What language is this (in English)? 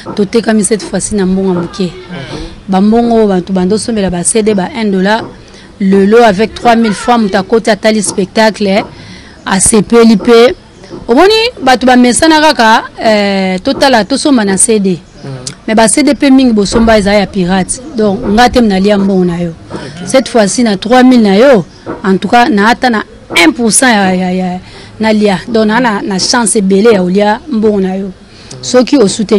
Lingala